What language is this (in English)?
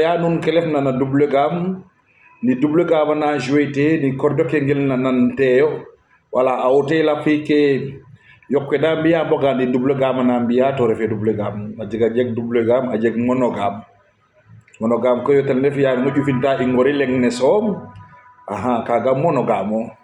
Serer